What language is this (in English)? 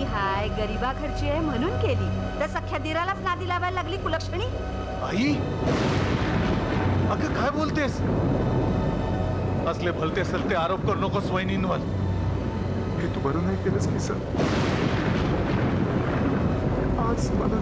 Marathi